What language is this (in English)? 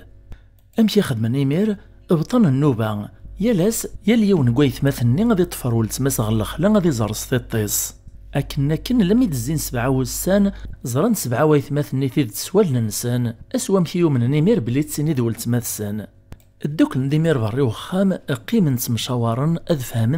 Kabyle